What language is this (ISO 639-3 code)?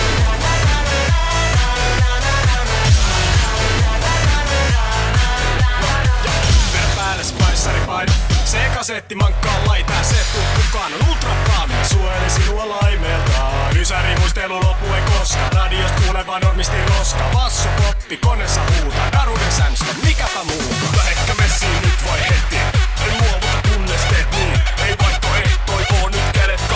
fin